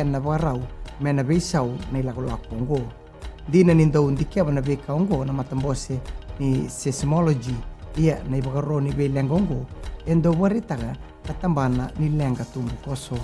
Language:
Fijian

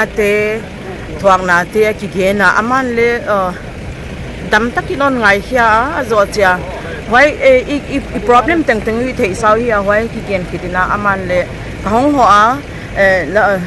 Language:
Paite Chin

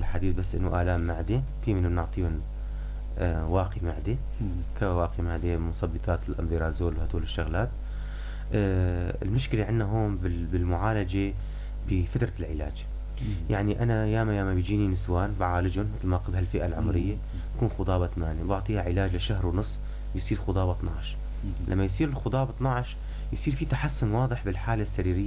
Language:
North Levantine Arabic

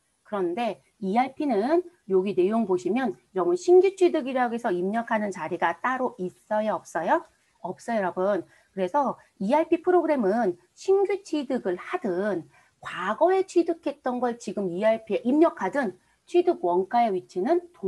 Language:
Korean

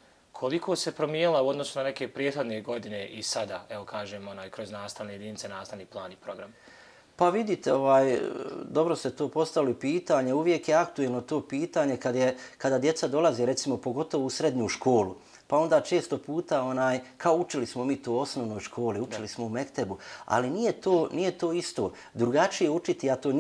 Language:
Bosnian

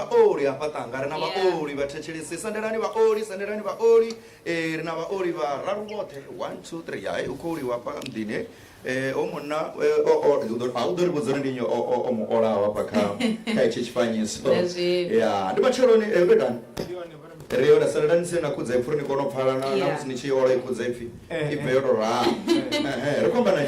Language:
Venda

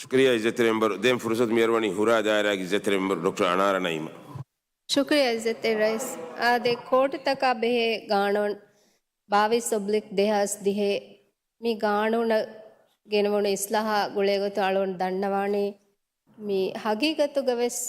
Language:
Divehi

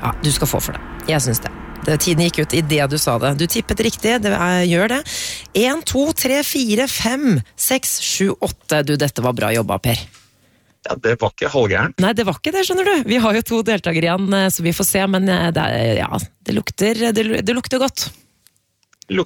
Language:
Norwegian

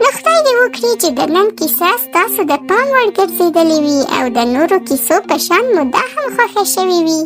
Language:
Pashto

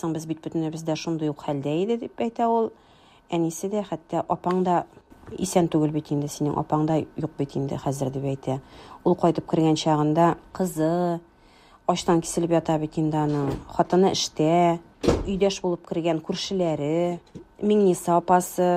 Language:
Tatar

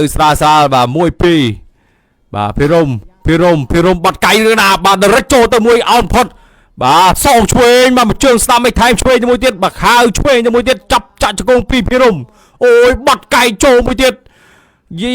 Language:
Khmer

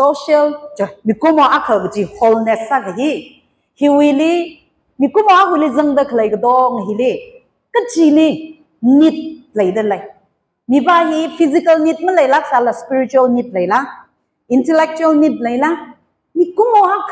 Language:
Tangkhul Naga (India)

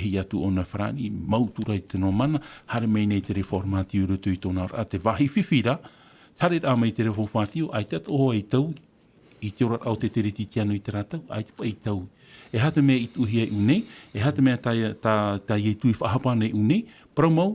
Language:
Tahitian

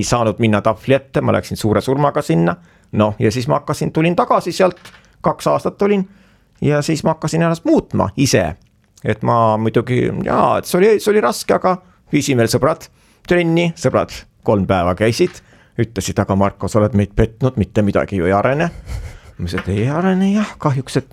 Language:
Estonian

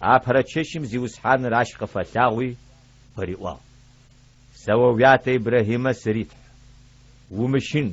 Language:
Adyghe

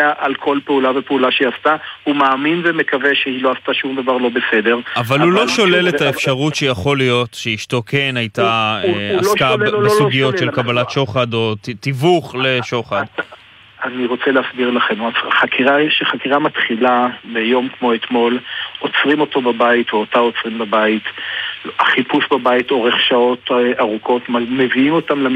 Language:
Hebrew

